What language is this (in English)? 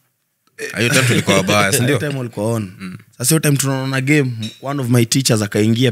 Swahili